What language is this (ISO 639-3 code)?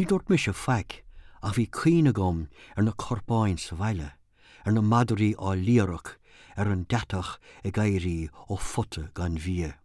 gle